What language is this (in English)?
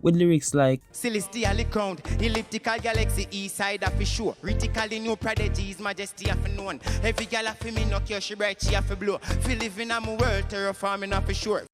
Jamaican Creole English